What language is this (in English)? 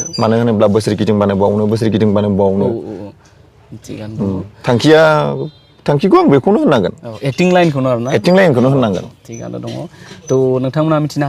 Bodo